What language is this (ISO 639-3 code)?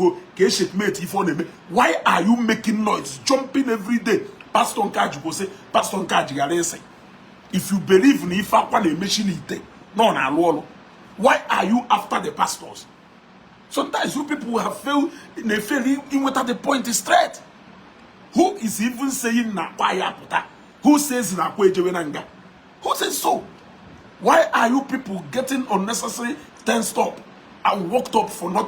ibo